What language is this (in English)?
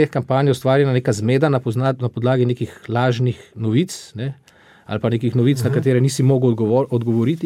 Slovenian